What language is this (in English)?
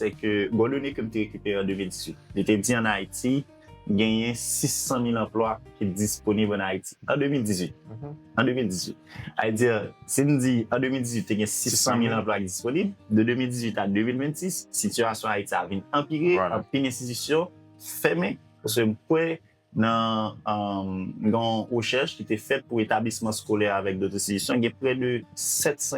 Haitian Creole